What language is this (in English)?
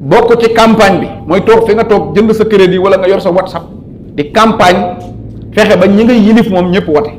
Wolof